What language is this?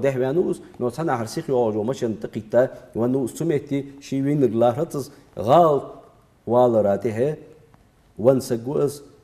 Ingush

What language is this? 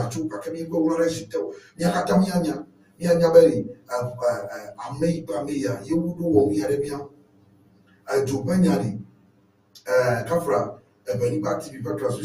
Ewe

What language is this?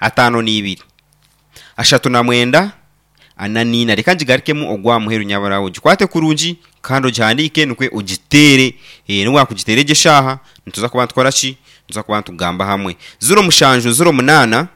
Nyankole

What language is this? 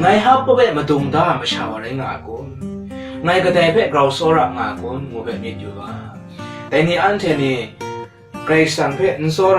Kachin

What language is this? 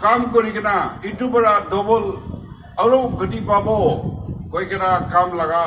Naga Pidgin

